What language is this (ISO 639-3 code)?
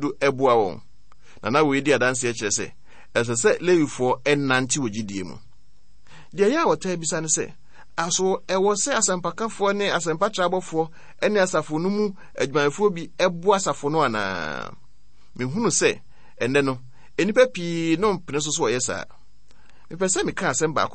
aka